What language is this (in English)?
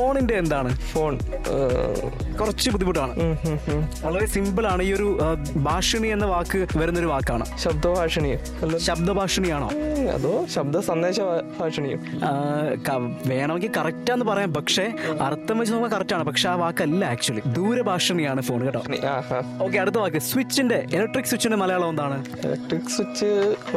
Malayalam